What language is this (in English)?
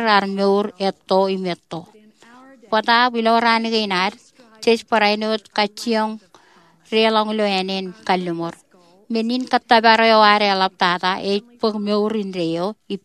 Marshallese